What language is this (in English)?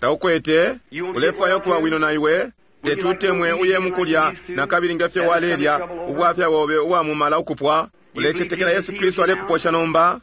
Bemba